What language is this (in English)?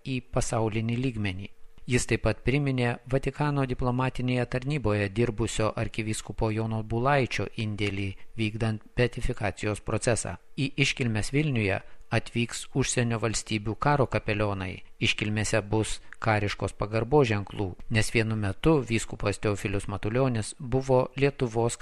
Lithuanian